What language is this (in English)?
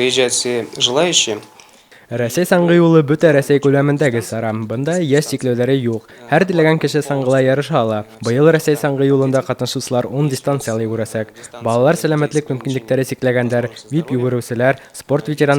Bashkir